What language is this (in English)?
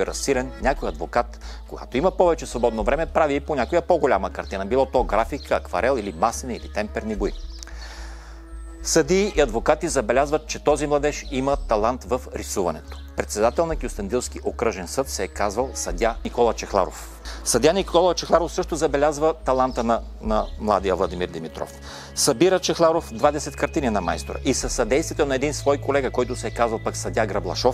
Bulgarian